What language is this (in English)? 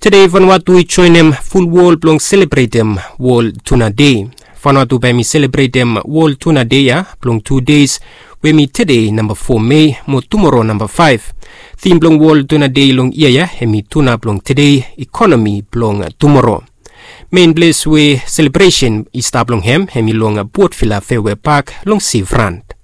Bislama